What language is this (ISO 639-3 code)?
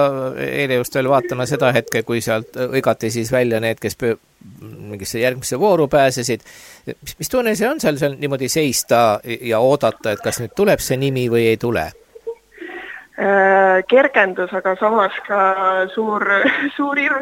est